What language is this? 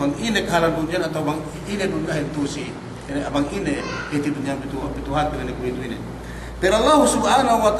Yakan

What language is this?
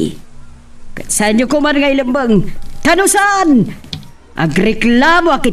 Iloko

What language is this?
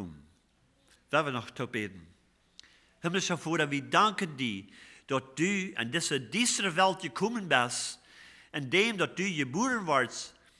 Plautdietsch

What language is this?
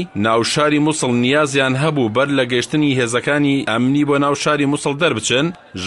Central Kurdish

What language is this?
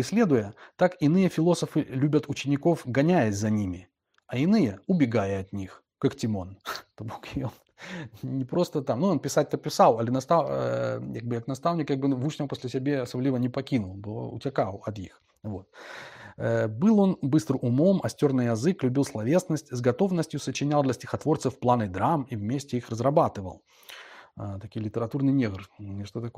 Belarusian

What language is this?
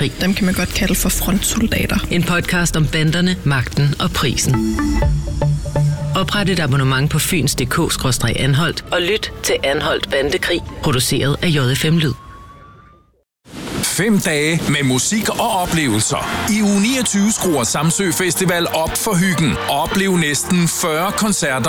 Danish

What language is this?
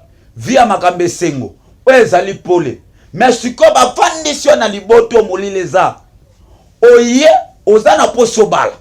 Lingala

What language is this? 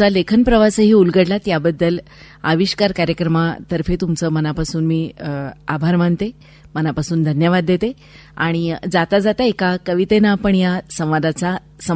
Marathi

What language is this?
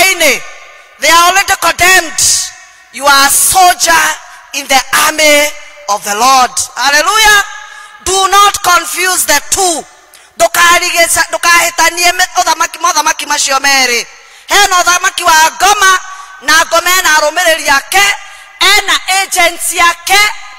Kikuyu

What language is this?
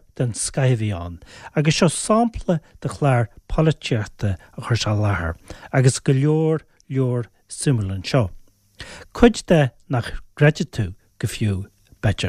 Irish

